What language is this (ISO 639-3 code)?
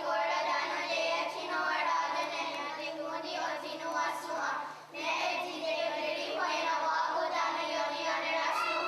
moh